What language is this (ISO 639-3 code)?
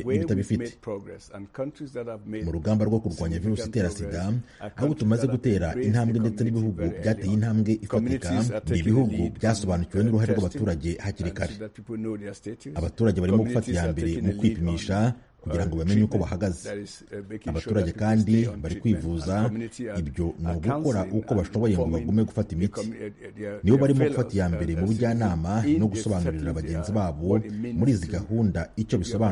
kin